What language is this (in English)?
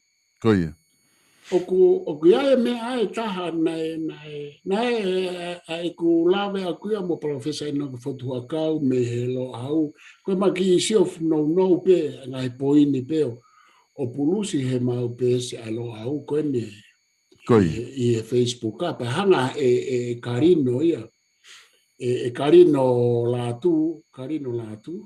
Tongan